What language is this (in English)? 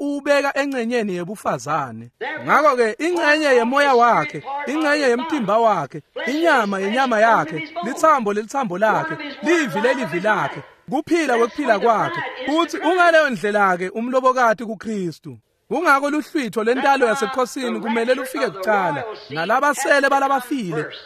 Swati